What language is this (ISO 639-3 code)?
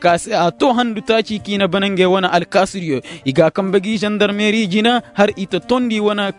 ses